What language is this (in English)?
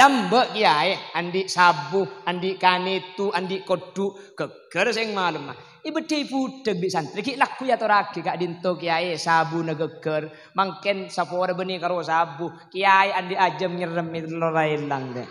Madurese